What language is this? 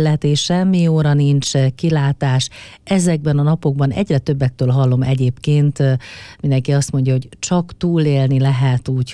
Hungarian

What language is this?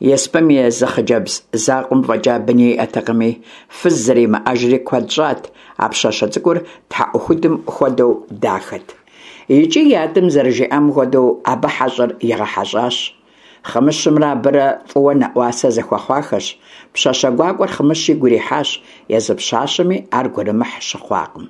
Kabardian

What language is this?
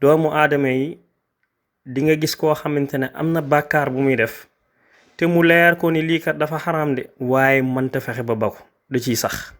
Wolof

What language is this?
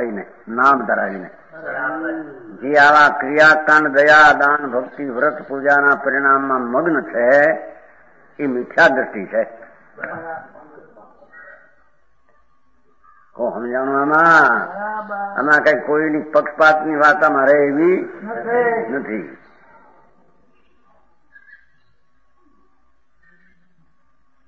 Gujarati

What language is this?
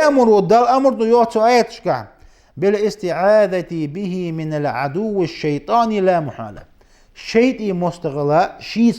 Ingush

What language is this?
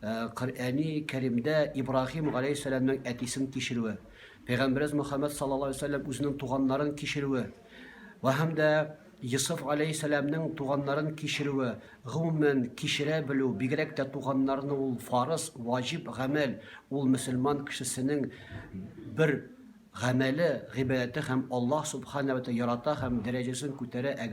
Tatar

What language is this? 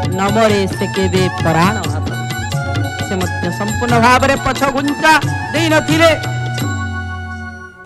Odia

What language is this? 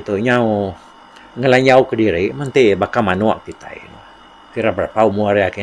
Iban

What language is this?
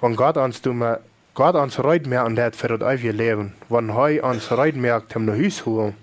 Plautdietsch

